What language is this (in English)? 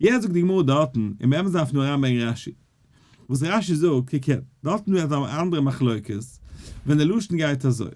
Yiddish